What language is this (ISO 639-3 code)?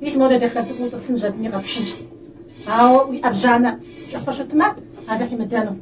kbd